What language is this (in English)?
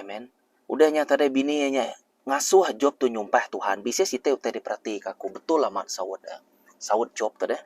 Iban